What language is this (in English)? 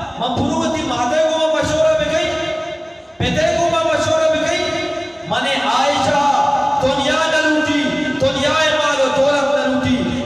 Eastern Balochi